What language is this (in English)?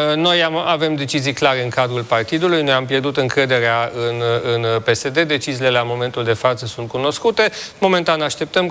Romanian